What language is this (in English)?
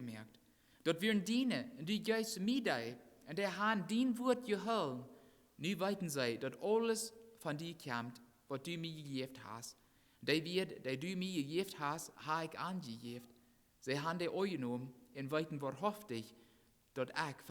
Plautdietsch